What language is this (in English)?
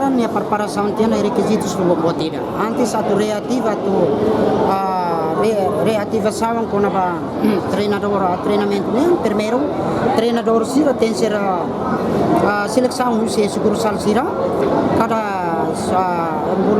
Tetum